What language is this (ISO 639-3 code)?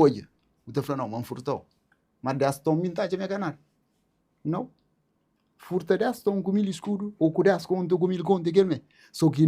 kea